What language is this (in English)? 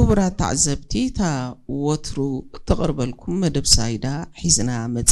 Tigrinya